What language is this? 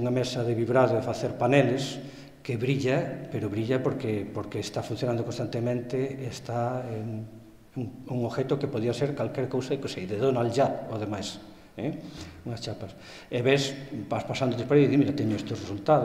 Galician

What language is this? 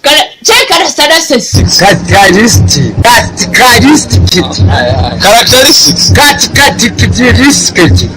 Hausa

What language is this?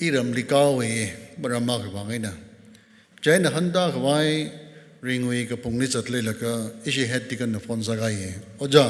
Tangkhul Naga (India)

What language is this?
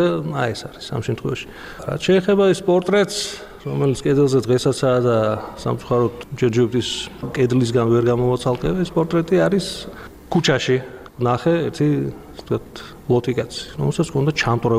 Georgian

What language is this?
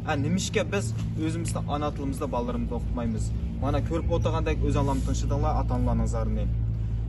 Uyghur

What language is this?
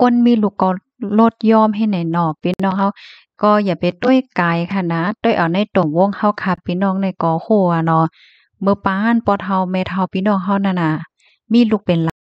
Shan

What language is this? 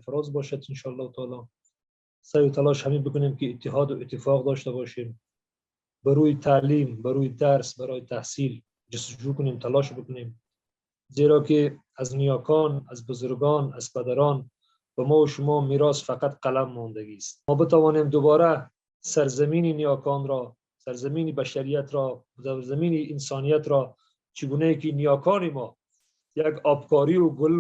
Persian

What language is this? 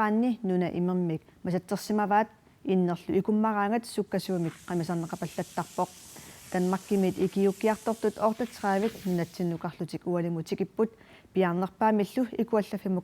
Kalaallisut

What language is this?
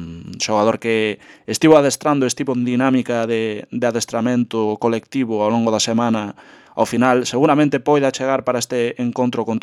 Galician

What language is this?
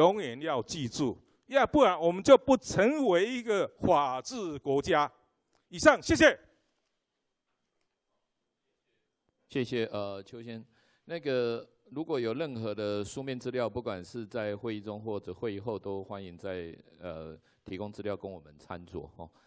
Chinese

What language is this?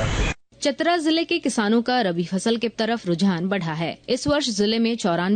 Hindi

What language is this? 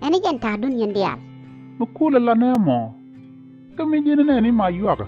Nuer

